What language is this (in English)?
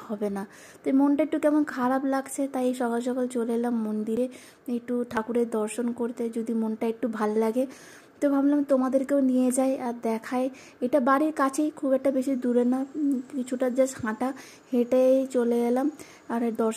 Bangla